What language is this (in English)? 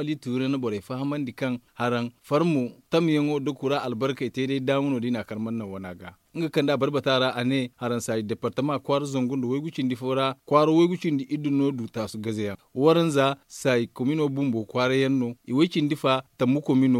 Zarma